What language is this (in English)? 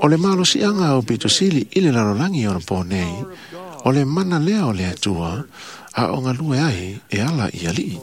Samoan